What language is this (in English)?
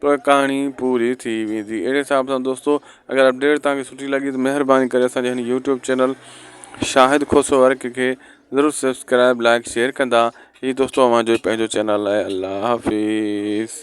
Sindhi